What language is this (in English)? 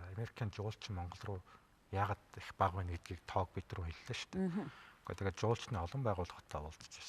Mongolian